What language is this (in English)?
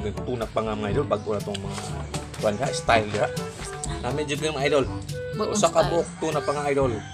Cebuano